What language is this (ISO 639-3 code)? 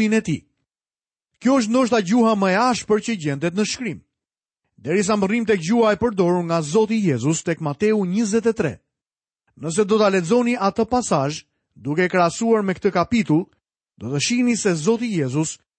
sqi